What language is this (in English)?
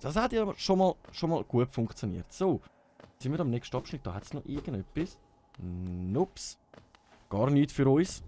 Swiss German